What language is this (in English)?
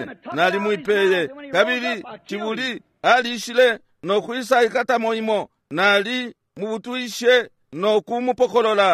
Bemba